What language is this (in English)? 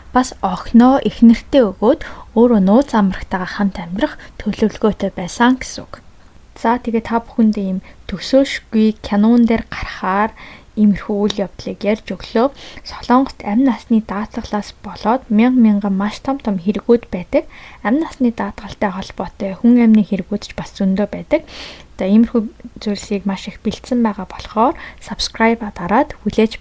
Mongolian